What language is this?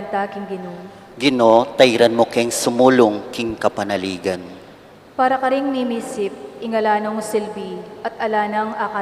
Pampanga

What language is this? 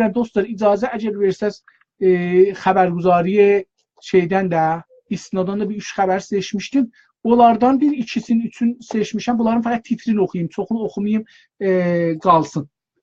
South Azerbaijani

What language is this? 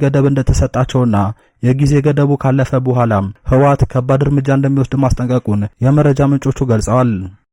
Amharic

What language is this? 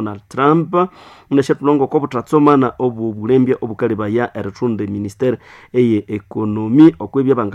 Nande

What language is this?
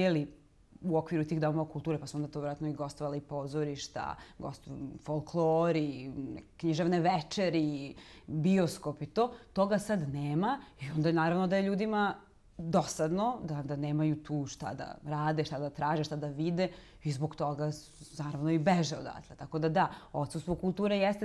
Serbian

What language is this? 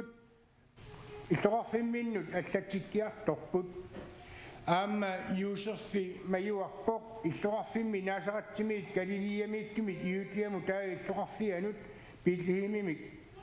Kalaallisut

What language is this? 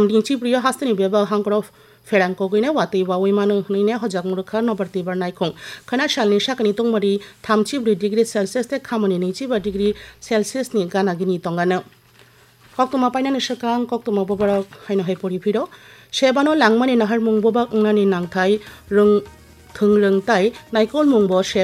Kok Borok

